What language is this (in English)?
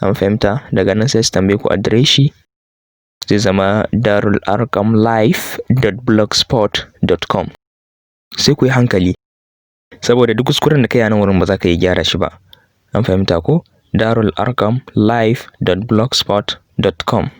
Hausa